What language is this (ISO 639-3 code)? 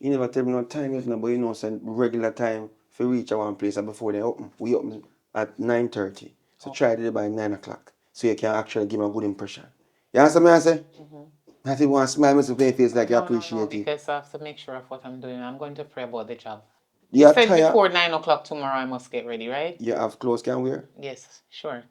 jam